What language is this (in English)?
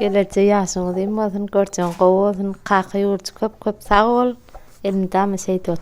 Turkmen